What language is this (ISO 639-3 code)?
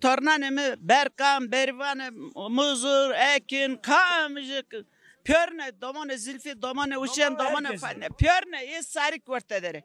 zza